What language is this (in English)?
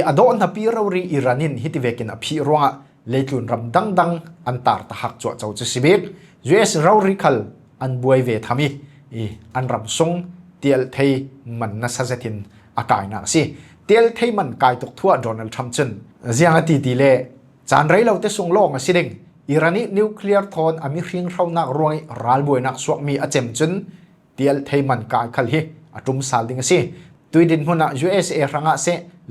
Falam Chin